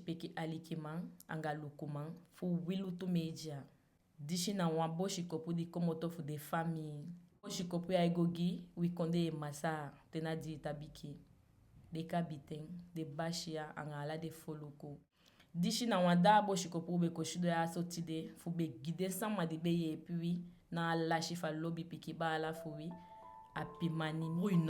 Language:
Eastern Maroon Creole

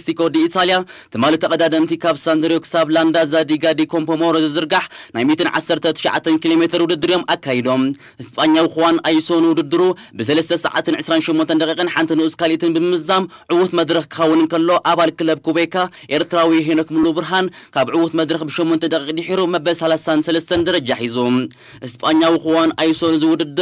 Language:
Tigrinya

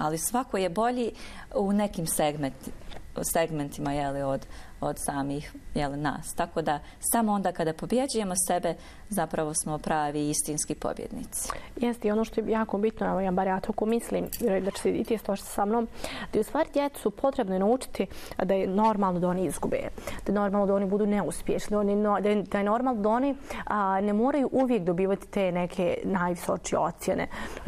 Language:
Bosnian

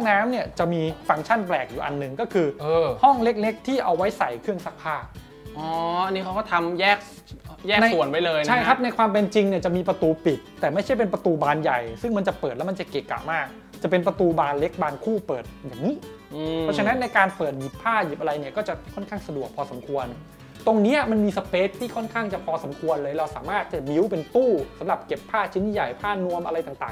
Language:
Thai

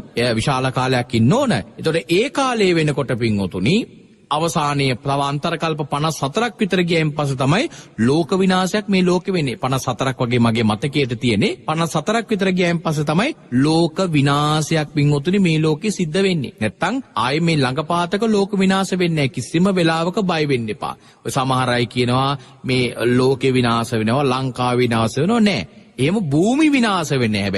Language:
Sinhala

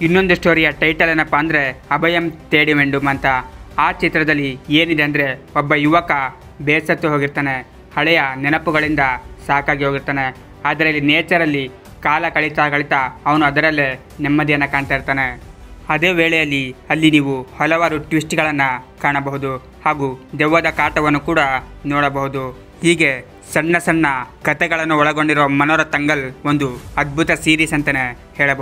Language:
Kannada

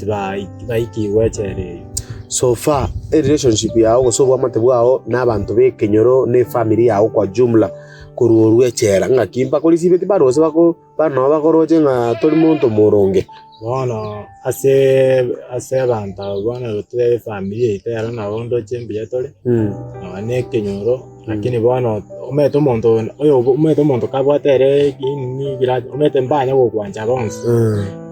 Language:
Gusii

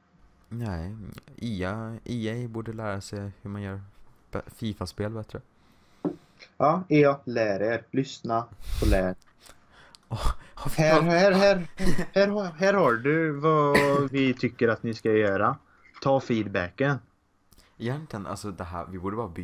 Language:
Swedish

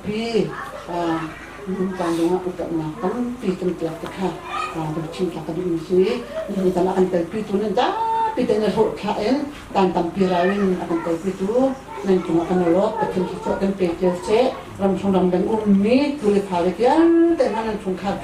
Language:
Hakha Chin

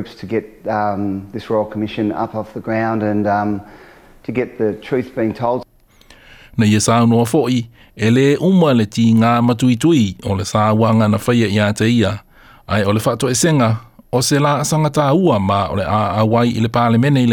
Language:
Samoan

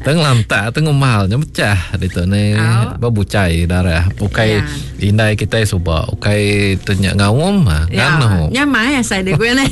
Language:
Iban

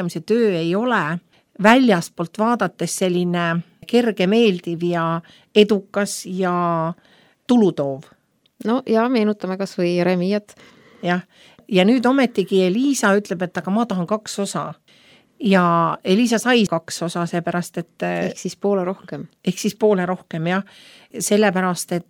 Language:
Estonian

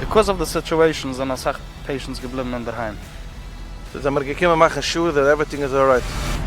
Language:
Yiddish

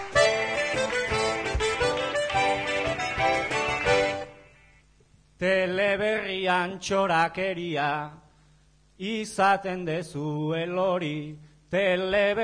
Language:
Basque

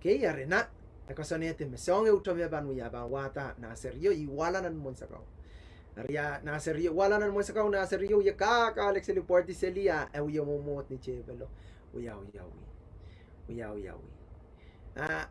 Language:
Pohnpeian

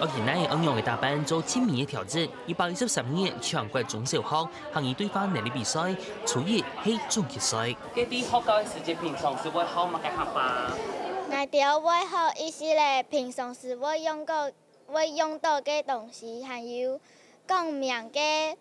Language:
Hakka Chinese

